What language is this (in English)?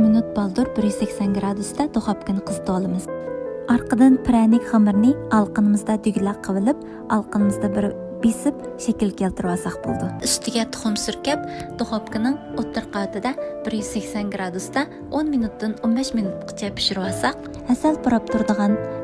Uyghur